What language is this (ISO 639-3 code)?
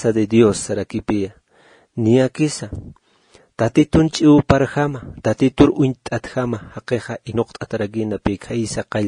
aym